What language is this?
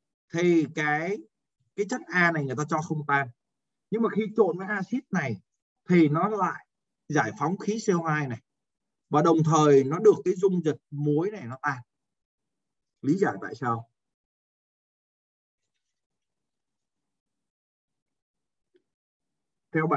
Vietnamese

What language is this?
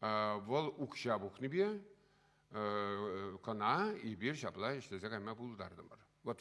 Chuvash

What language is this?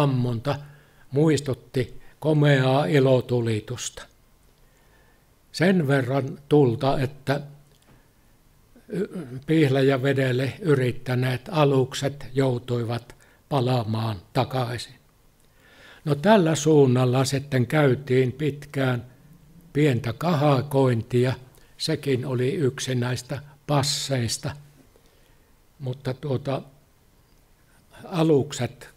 Finnish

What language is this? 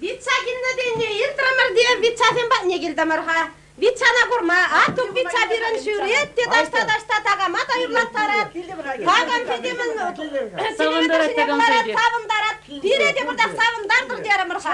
Chuvash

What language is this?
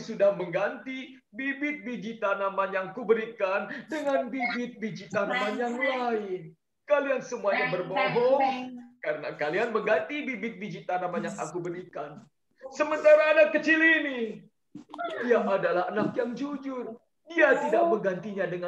Indonesian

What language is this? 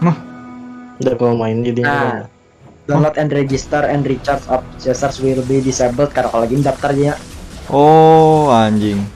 Banjar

